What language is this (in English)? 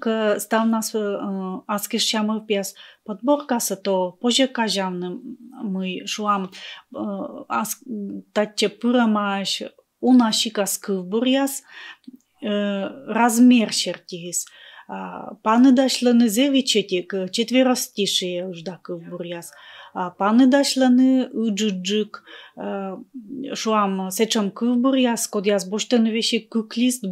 Komi